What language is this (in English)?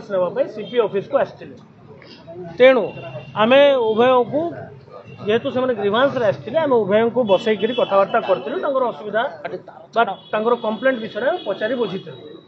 Odia